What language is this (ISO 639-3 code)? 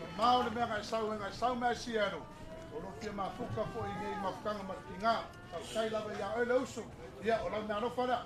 smo